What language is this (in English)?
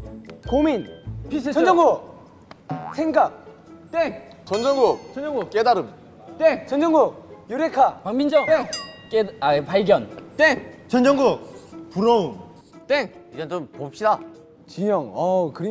Korean